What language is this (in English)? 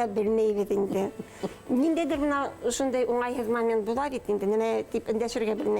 Bashkir